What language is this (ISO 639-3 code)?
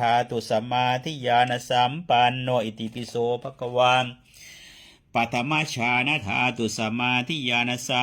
pli